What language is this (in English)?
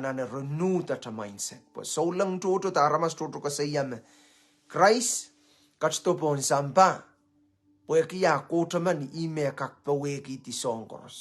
Pohnpeian